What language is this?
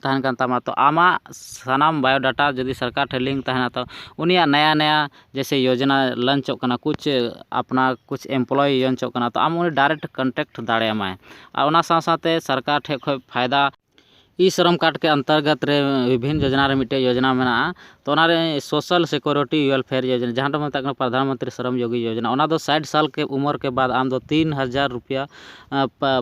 Santali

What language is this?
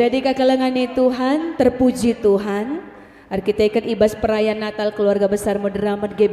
Batak Karo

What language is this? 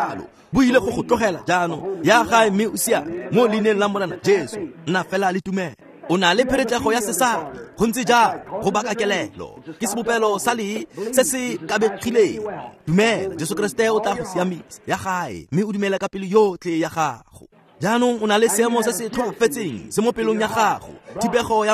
Tswana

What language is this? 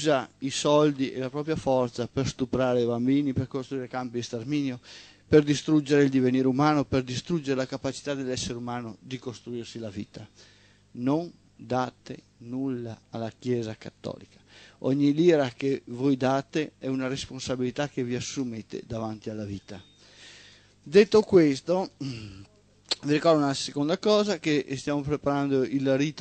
Italian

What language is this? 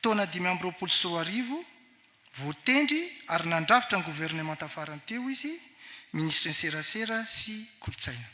Malagasy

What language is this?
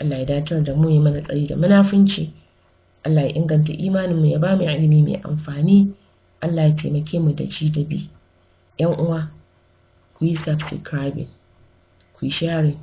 Hausa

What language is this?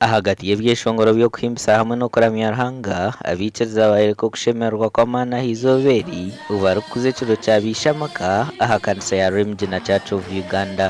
Nyankole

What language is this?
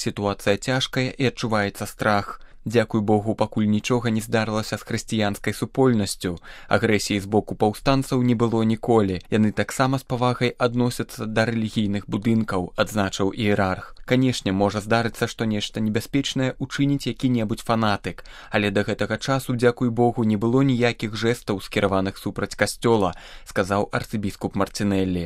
Belarusian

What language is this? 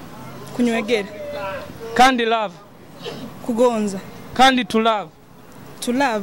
Nyoro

